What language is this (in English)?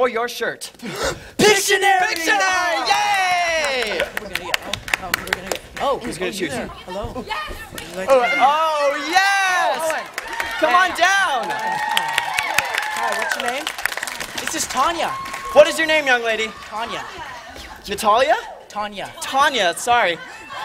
English